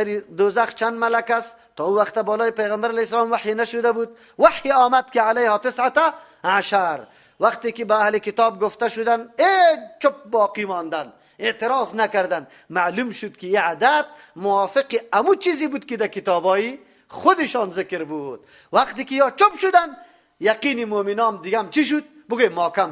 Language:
Persian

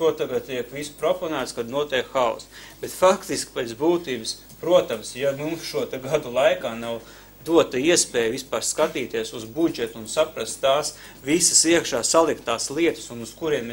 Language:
Latvian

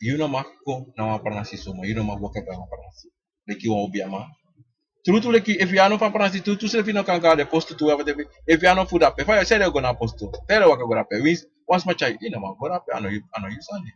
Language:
Sranan Tongo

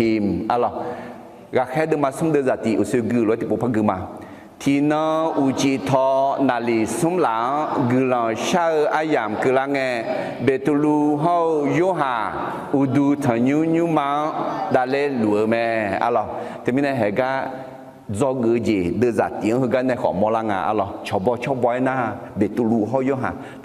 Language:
Akha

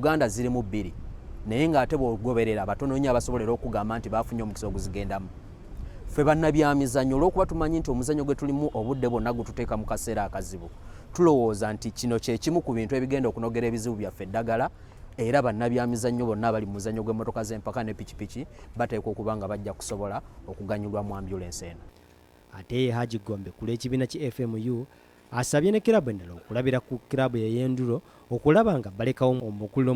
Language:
Ganda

